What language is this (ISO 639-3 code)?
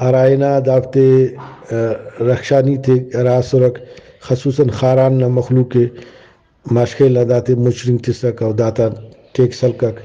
brh